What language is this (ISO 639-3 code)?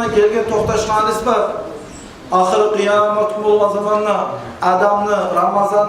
kum